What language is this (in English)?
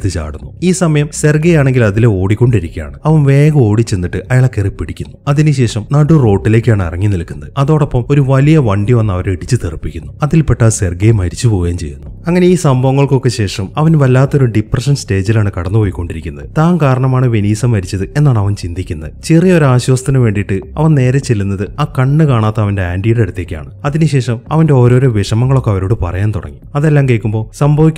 Malayalam